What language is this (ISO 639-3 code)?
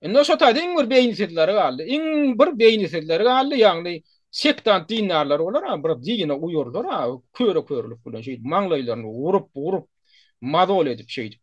tuk